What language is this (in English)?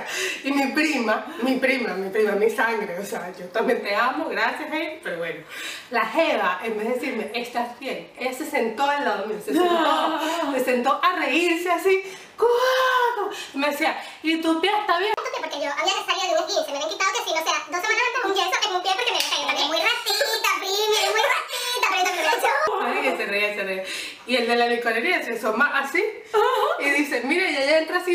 Spanish